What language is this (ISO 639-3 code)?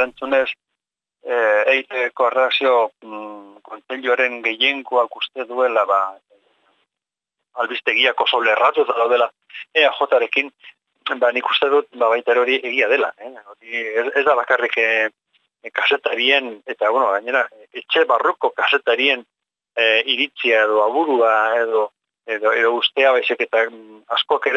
eus